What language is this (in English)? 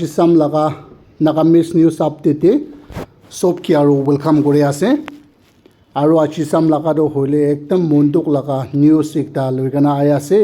Naga Pidgin